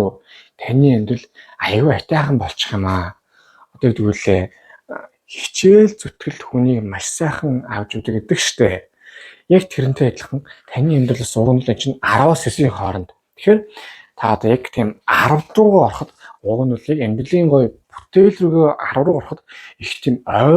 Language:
Mongolian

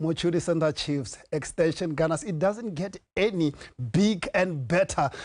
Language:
Tswana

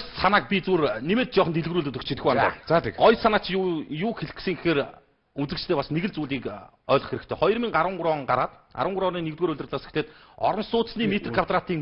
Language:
Mongolian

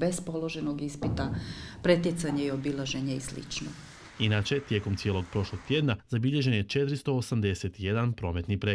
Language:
Croatian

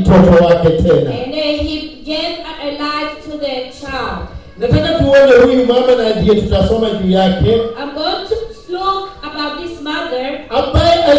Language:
Swahili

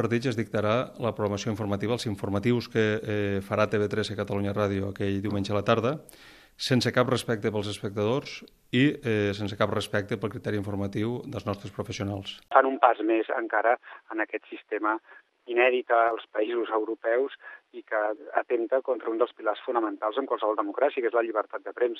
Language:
Catalan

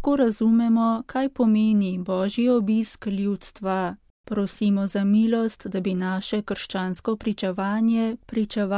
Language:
Slovenian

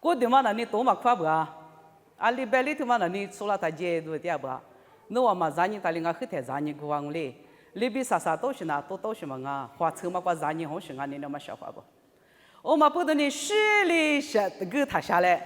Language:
Lisu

